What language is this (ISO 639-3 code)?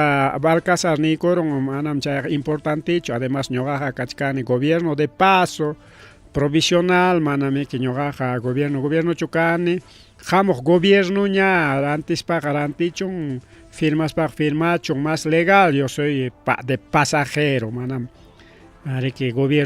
quy